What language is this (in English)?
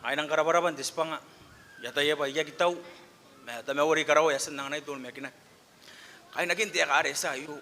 Gilbertese